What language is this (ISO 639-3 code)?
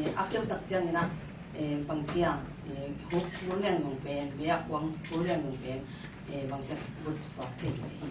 ctd